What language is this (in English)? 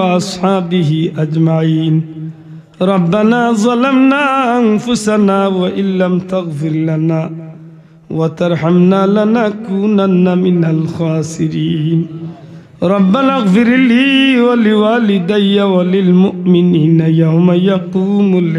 Sylheti